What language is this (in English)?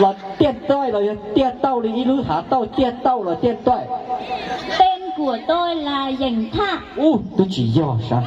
Hmong